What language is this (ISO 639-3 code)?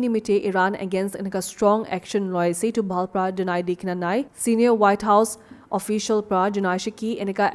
nag